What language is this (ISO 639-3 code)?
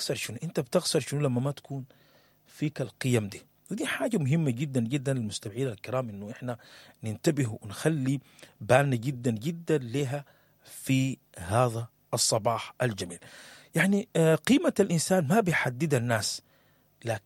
apd